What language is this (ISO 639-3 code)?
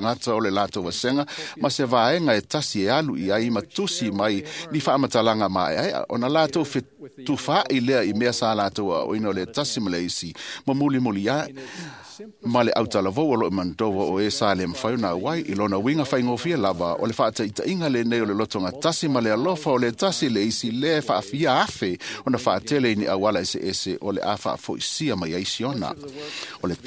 smo